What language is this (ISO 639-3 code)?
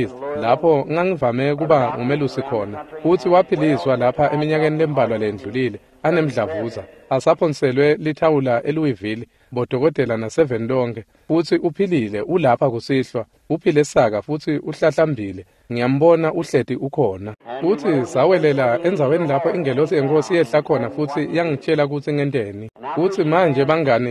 ssw